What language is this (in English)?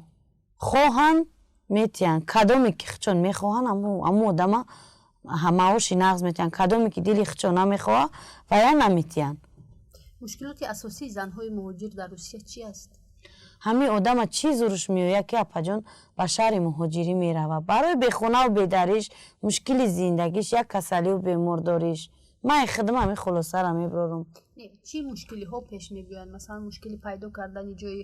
Tajik